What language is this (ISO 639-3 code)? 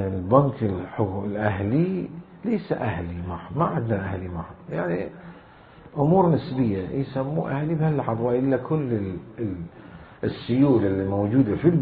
acm